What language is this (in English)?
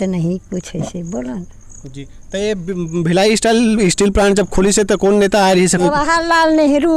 Chhattisgarhi